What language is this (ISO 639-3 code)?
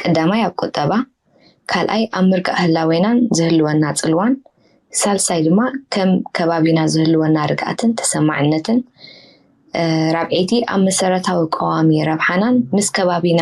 tir